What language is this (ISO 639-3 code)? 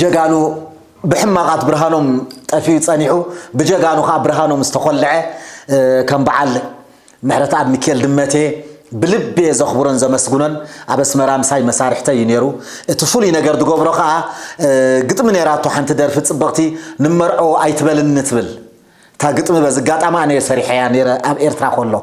tir